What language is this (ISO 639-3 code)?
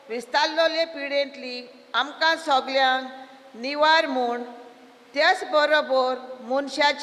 kok